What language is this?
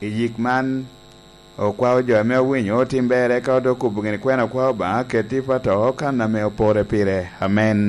Lango (Uganda)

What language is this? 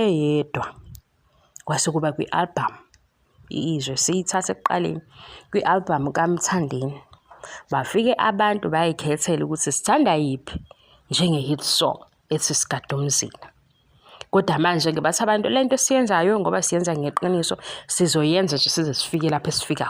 Zulu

